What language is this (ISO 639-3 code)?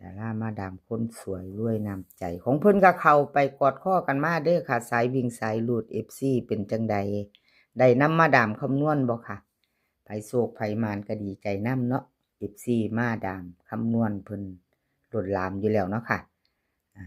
tts